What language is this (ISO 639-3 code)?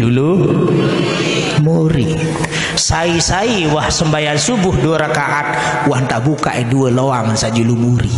sas